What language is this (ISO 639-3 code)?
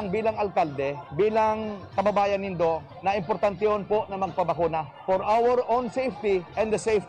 bik